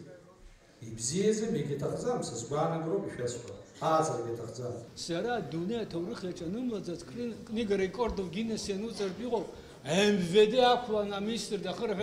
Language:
Abkhazian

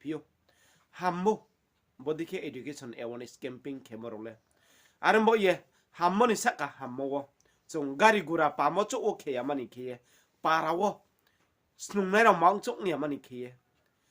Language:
Riang (India)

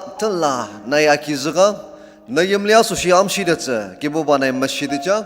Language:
Ao Naga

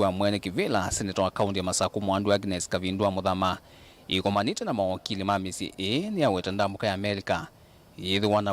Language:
Kamba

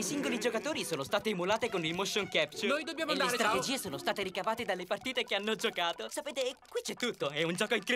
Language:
Italian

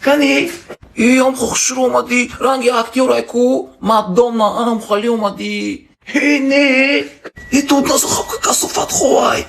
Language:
Tajik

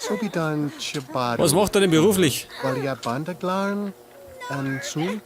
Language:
Bavarian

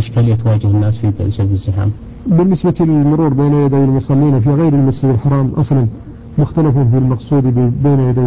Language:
Arabic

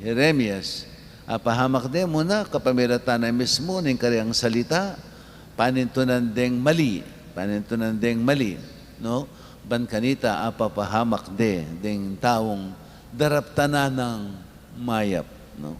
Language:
Pampanga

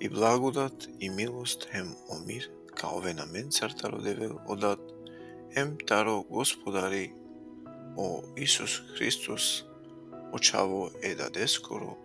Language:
Balkan Romani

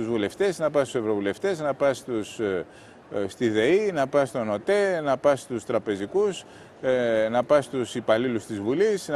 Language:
Greek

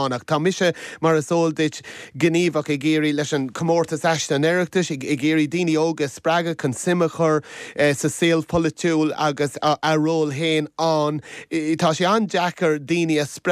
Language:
Irish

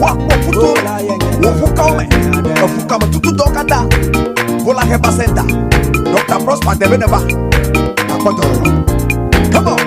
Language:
Ewe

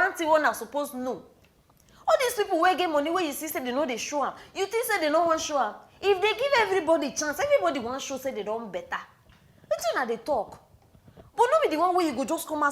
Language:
Nigerian Pidgin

